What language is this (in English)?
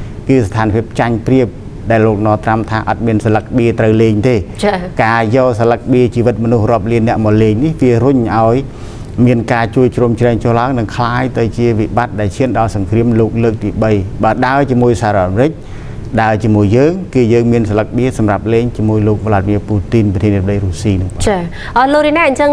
Khmer